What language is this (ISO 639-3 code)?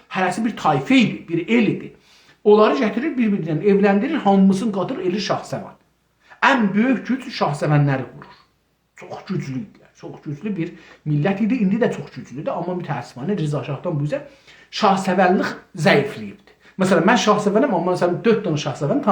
azb